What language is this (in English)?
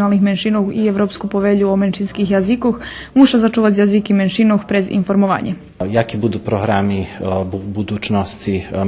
Rusyn